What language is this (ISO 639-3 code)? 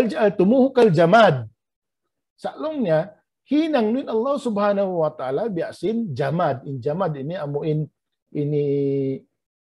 tsg